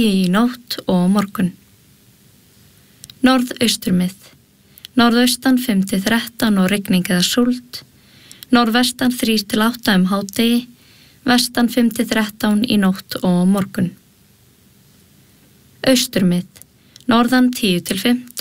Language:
Icelandic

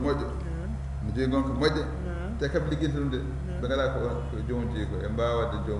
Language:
Fula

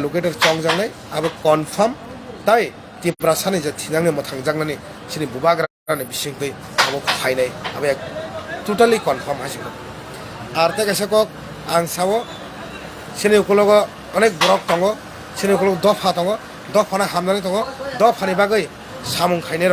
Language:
Kok Borok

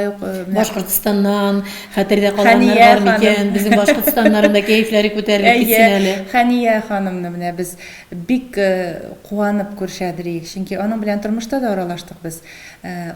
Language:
Tatar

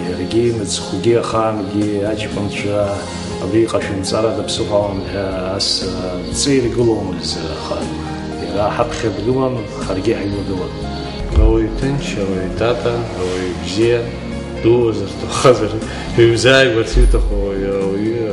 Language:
Abkhazian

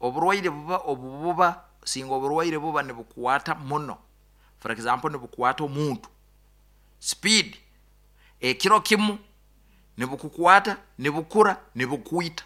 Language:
Nyoro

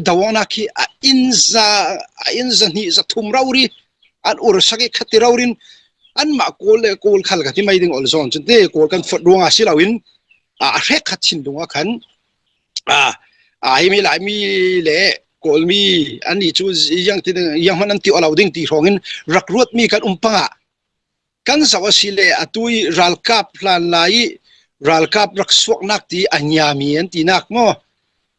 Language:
Falam Chin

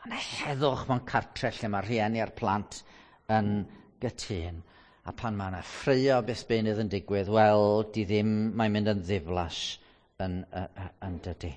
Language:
Welsh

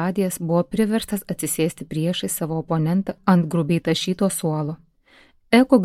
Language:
Lithuanian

